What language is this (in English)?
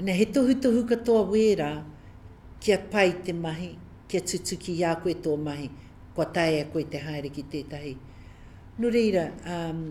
Māori